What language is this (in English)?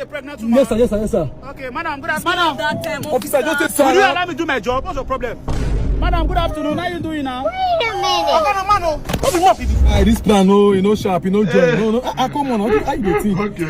Nigerian Pidgin